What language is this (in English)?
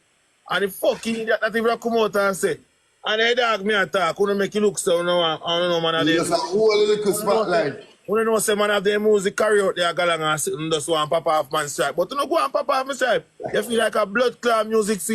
Jamaican Creole English